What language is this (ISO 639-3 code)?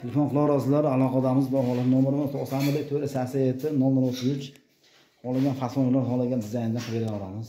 uzb